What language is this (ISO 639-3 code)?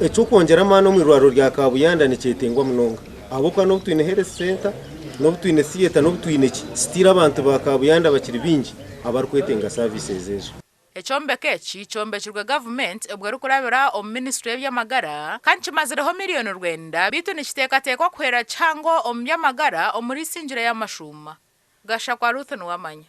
nyn